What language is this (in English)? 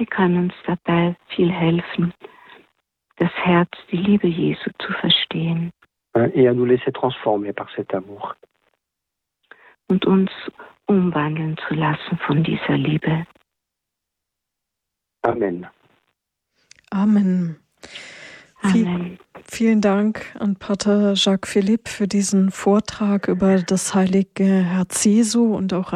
German